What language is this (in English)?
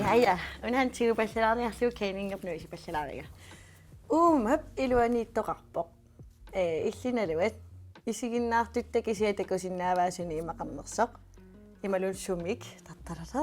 Kalaallisut